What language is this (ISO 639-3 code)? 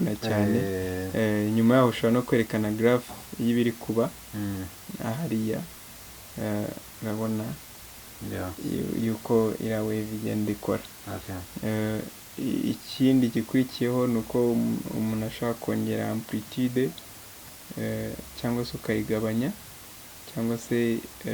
kin